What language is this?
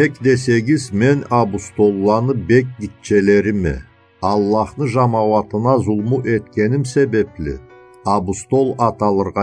Karachay-Balkar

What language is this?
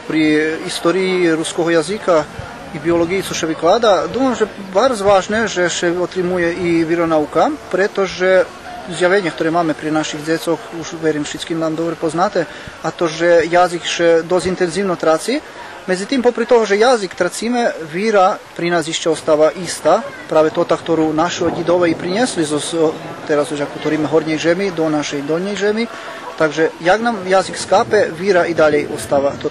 Rusyn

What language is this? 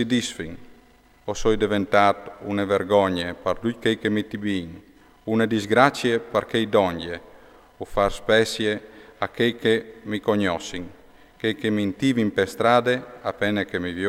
Friulian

